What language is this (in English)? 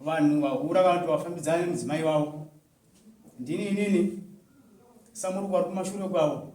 Shona